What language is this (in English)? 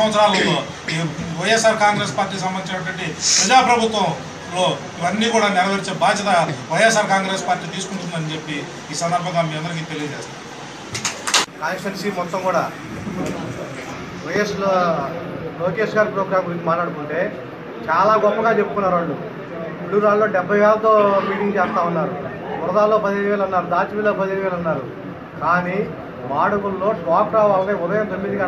Telugu